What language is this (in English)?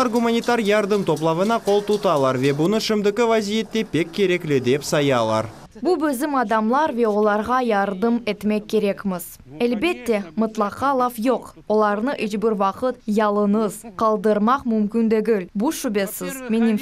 Crimean Tatar